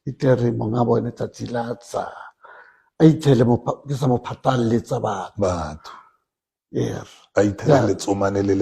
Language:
Tswana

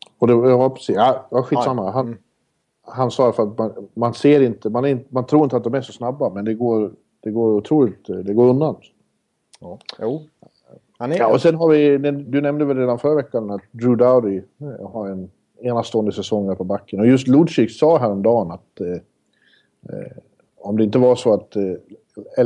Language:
Swedish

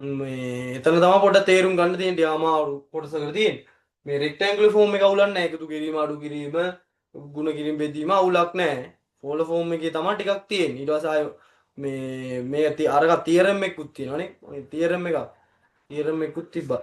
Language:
Sinhala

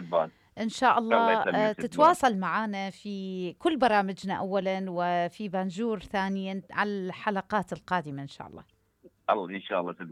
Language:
Mesopotamian Arabic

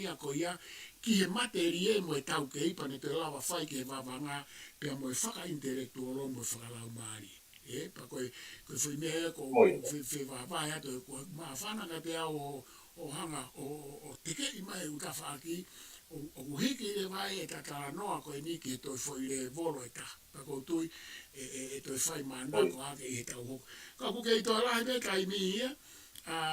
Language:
Tongan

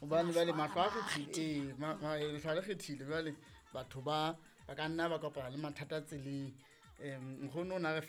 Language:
Southern Sotho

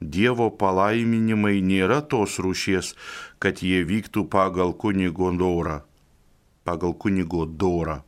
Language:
Lithuanian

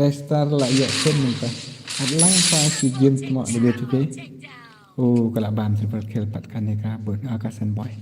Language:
Khasi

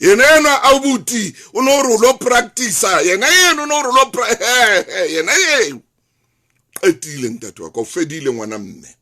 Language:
Southern Sotho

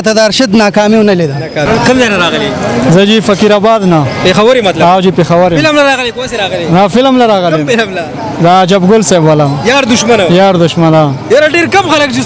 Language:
Pashto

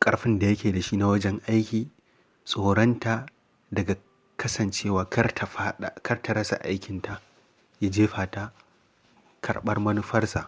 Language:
Hausa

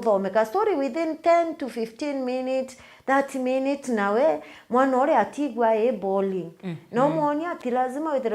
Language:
Meru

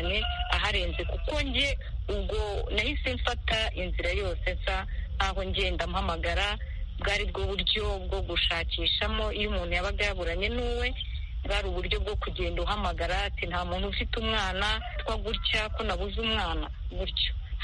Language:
Kinyarwanda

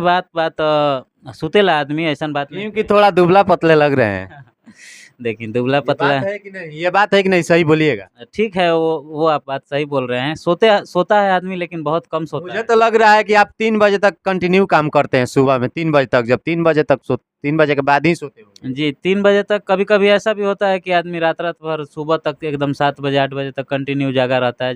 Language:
Bhojpuri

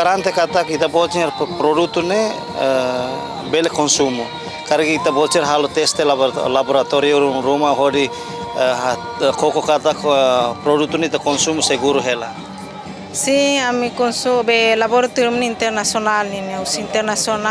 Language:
Tetum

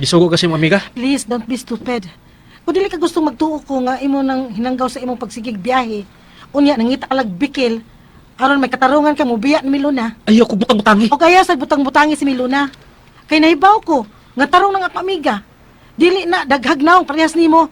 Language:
Cebuano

